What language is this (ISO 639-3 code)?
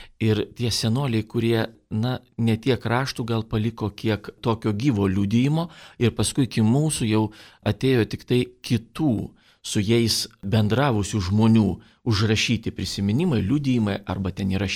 lit